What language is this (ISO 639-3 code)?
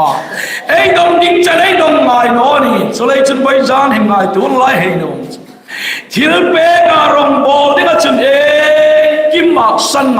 hmr